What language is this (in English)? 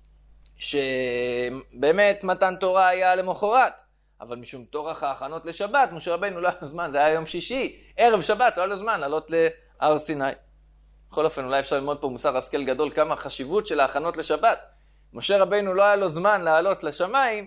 Hebrew